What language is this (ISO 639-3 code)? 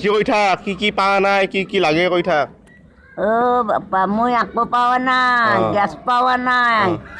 asm